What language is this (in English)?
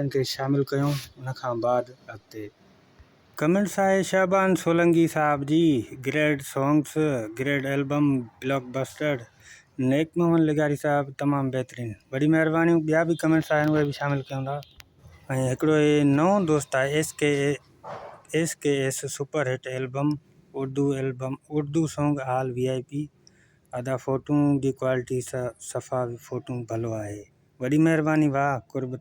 Sindhi